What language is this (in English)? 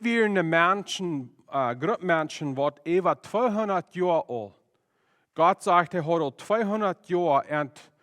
Plautdietsch